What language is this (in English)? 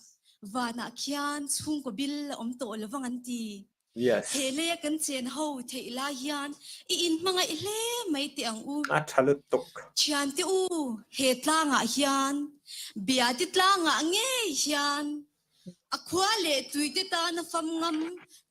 Mizo